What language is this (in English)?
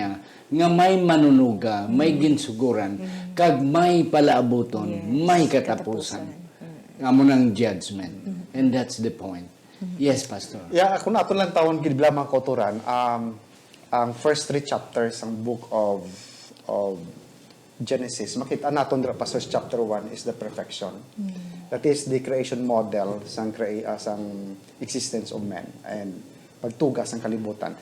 Hiligaynon